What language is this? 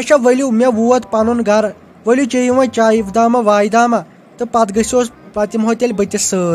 Kashmiri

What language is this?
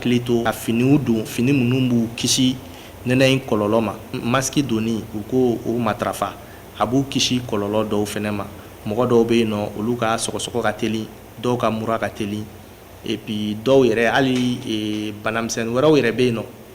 Bambara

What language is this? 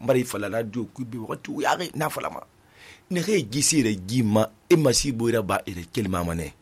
Susu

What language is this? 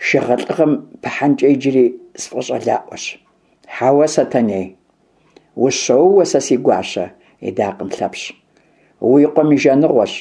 Kabardian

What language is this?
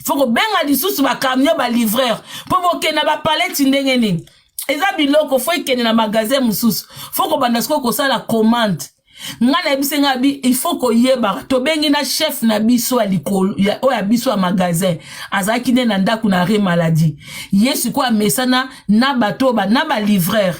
Lingala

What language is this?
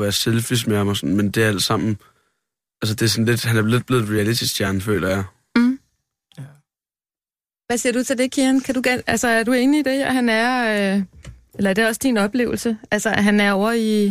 Danish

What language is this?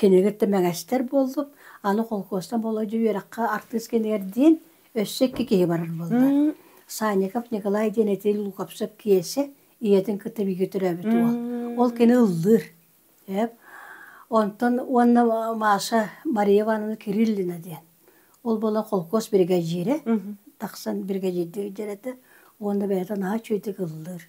Yakut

